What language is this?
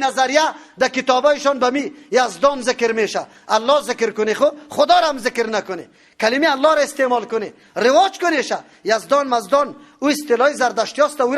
Persian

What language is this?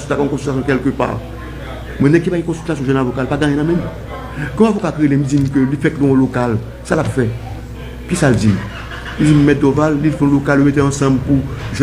Haitian Creole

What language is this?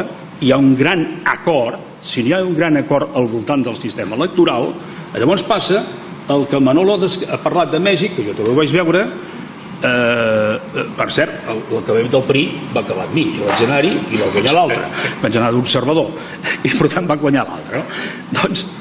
Catalan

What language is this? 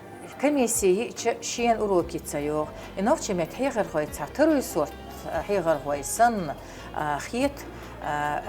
Chechen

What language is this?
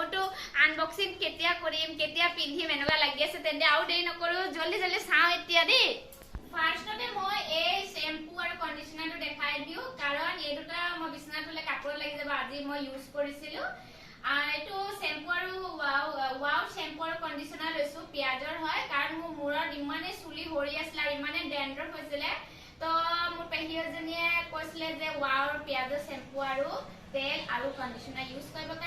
Assamese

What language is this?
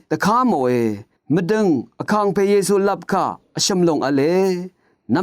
Rawang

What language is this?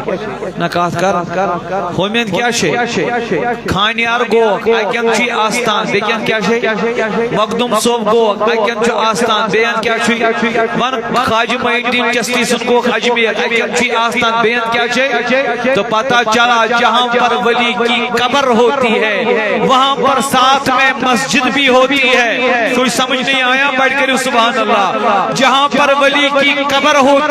Kashmiri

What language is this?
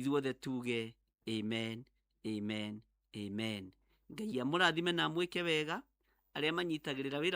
Kikuyu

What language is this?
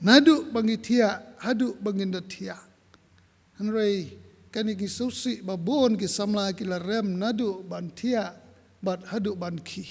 Khasi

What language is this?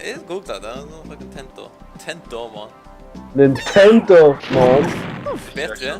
Faroese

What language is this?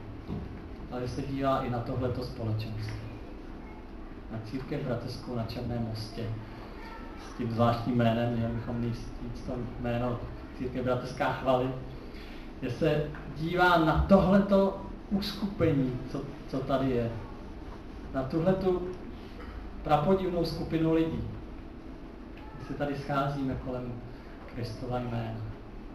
Czech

